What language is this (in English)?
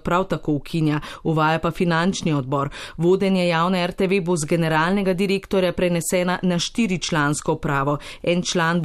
Slovenian